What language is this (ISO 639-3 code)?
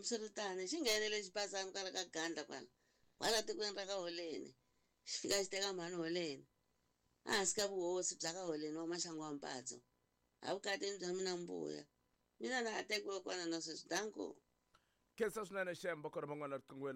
tso